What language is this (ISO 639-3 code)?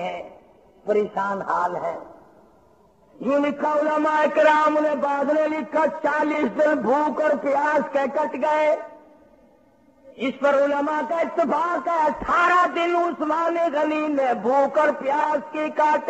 urd